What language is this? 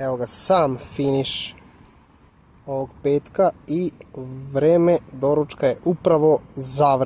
Serbian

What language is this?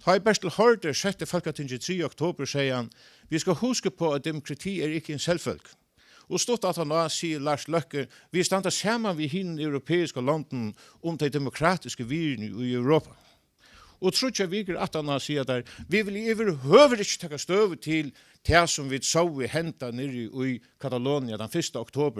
Faroese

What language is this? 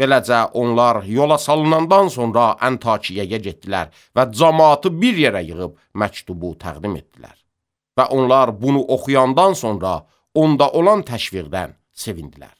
Azerbaijani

